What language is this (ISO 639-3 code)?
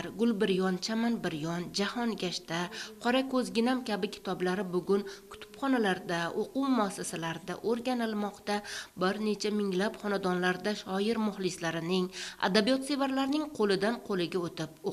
uzb